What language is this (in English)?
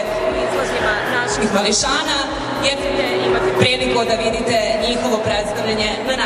Serbian